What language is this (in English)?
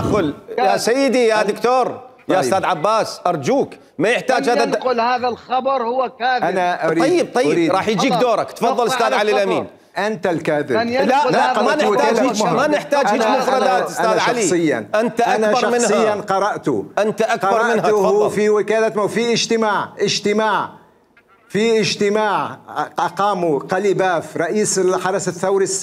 Mesopotamian Arabic